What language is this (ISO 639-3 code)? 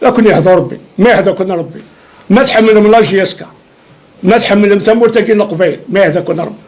kab